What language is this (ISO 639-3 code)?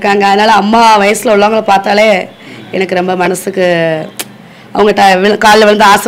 tam